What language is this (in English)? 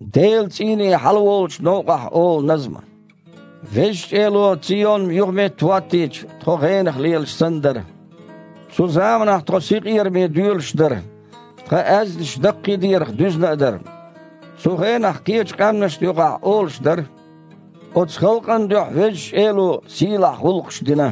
Chechen